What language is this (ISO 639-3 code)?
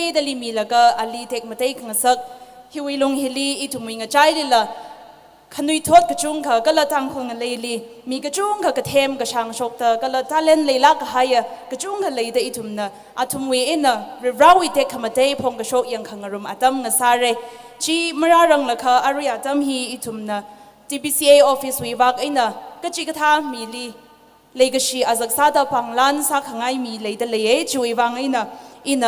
nmf